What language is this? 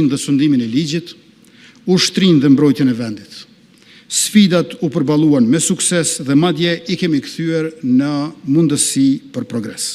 Albanian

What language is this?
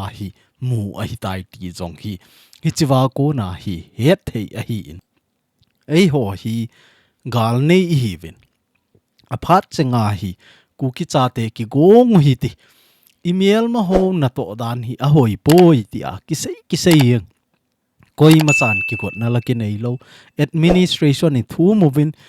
Thado Chin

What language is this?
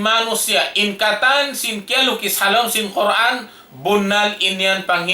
Tausug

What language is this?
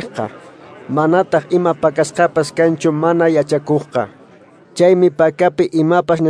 Quechua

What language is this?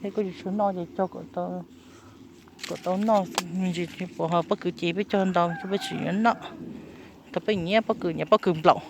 Hmong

